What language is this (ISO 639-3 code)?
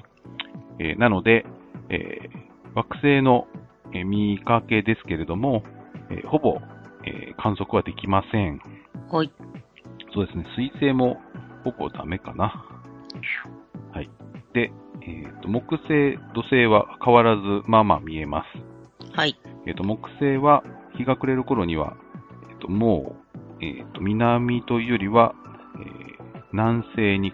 jpn